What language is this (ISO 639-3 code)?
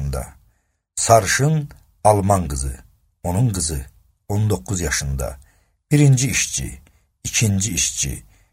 aze